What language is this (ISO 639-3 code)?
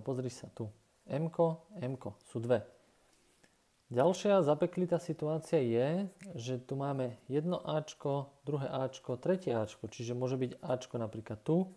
slk